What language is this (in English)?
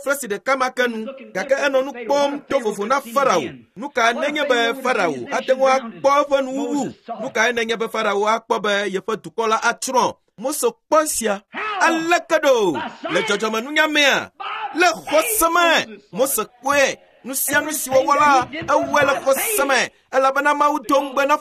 Ewe